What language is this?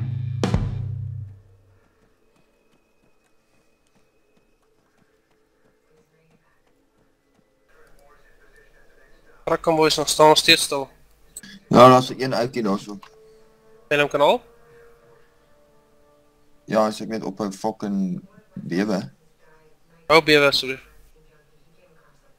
Afrikaans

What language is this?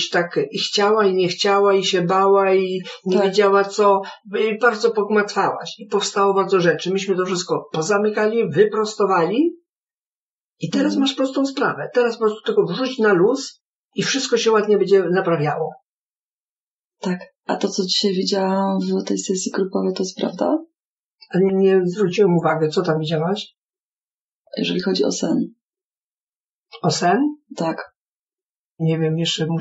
Polish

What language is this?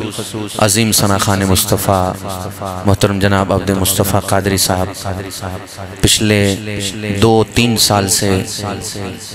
Urdu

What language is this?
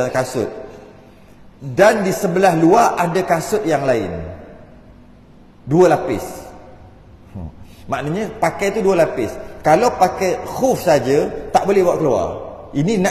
Malay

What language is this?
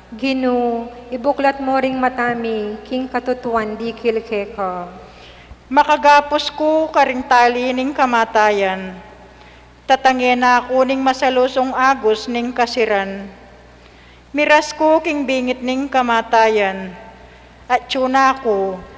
Pampanga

